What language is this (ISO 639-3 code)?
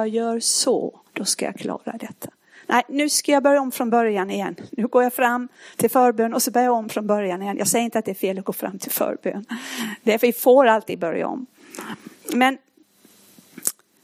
swe